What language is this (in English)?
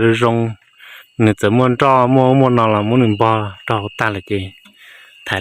Hmong